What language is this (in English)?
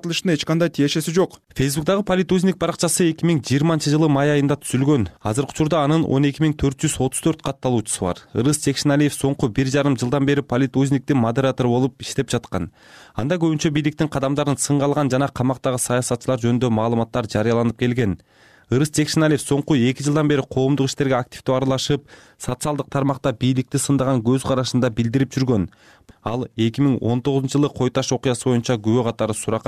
Kyrgyz